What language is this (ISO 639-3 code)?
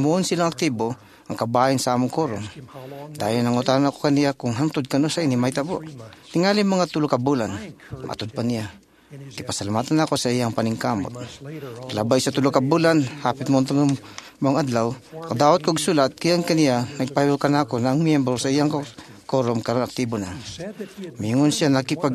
ceb